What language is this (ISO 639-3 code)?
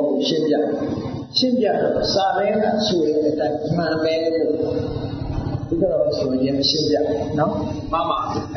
mya